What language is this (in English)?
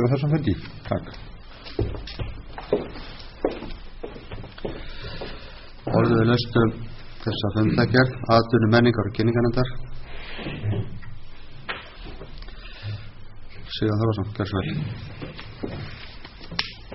Icelandic